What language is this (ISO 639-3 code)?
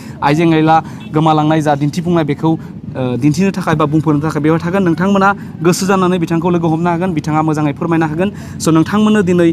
brx